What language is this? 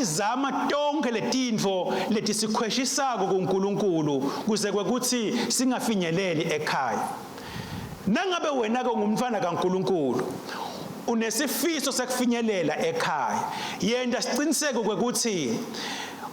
Swati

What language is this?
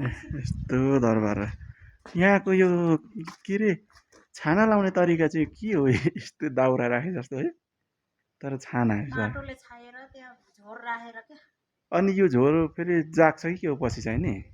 Nepali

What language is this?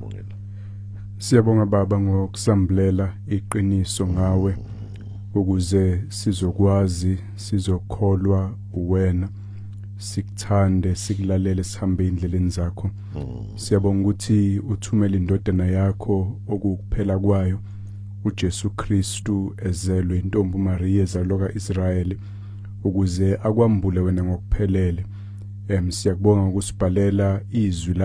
Zulu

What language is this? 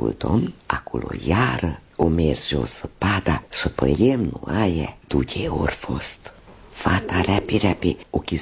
Romanian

